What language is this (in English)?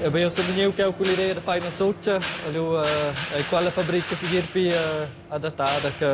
Romansh